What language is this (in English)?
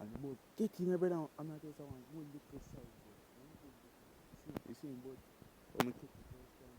Jamaican Creole English